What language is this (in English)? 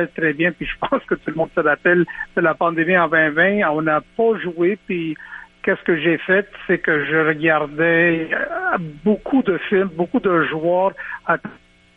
French